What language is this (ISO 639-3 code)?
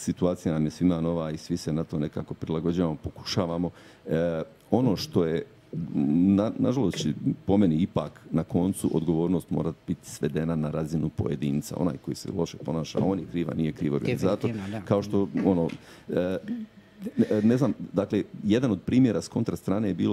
hrv